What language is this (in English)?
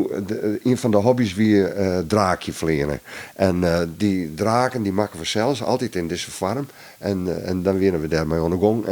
Western Frisian